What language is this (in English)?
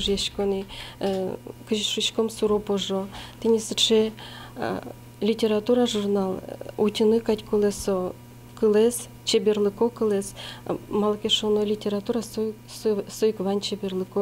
Udmurt